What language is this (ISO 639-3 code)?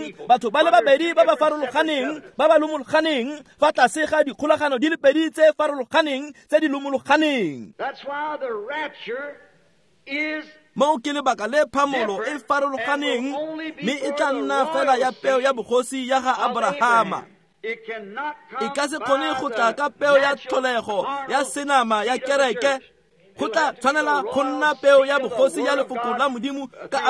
tsn